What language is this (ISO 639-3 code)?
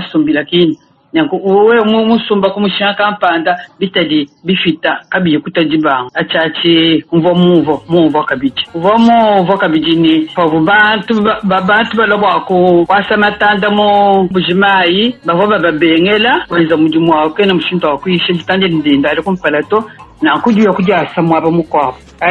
lua